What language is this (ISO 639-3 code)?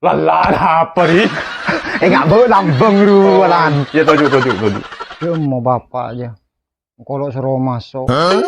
mad